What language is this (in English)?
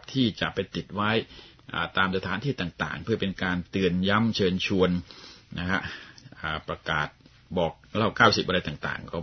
Thai